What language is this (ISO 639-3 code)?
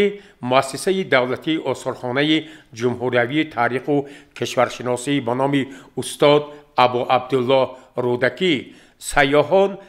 tgk